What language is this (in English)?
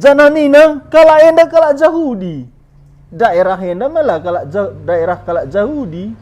Batak Karo